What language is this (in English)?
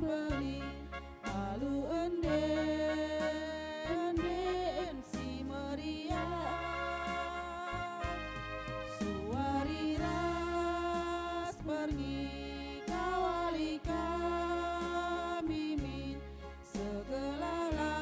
Batak Karo